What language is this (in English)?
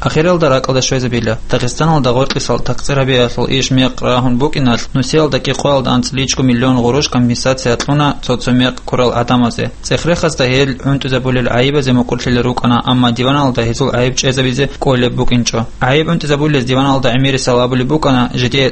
Avaric